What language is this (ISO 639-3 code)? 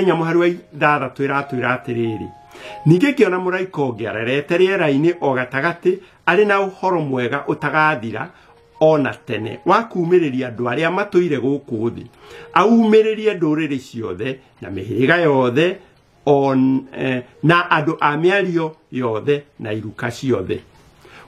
kik